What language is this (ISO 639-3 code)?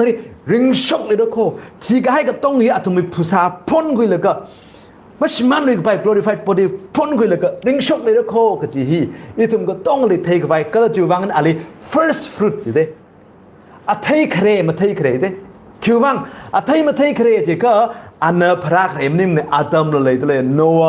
nmf